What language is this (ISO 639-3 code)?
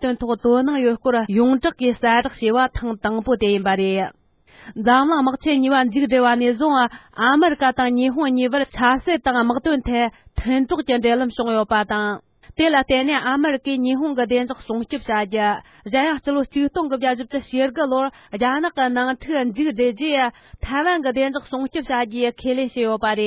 bod